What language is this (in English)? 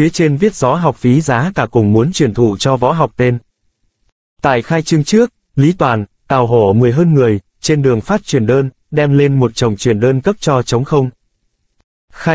Vietnamese